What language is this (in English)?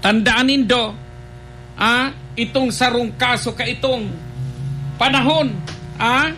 Bikol